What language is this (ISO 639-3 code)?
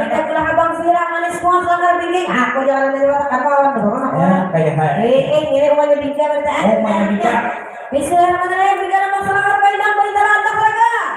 bjn